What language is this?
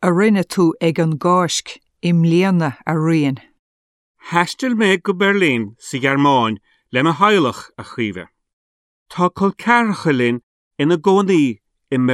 Irish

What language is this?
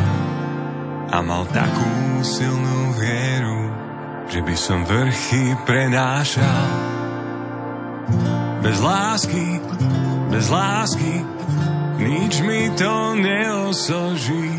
Slovak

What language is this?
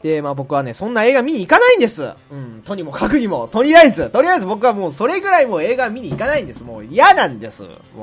Japanese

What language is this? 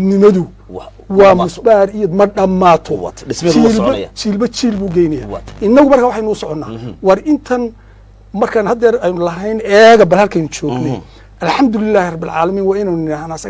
Somali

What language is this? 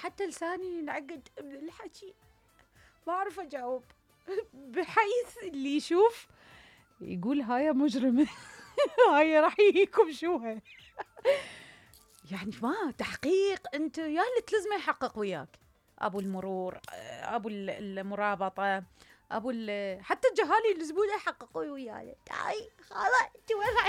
Mesopotamian Arabic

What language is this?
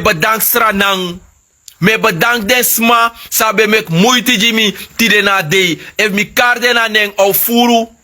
Sranan Tongo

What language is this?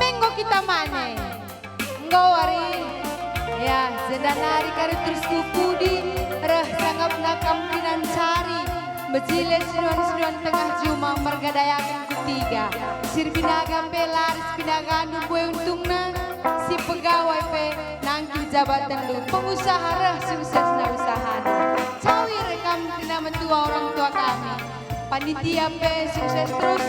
Batak Karo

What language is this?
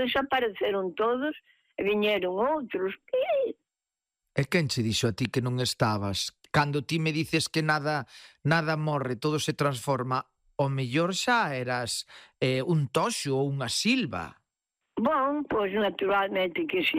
Galician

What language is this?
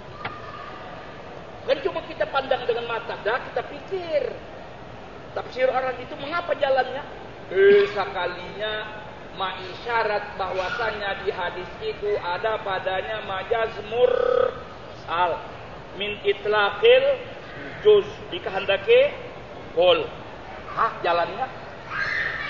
Indonesian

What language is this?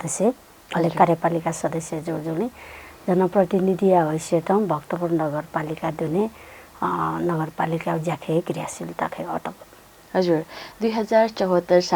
Newari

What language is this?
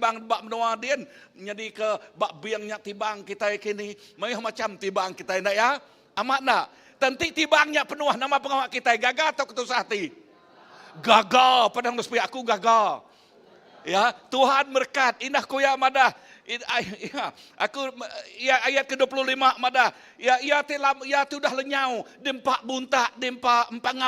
Iban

